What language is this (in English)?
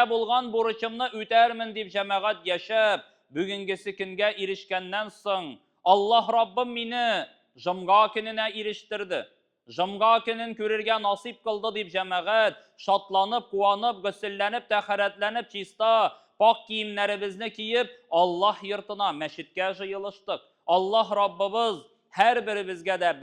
Tatar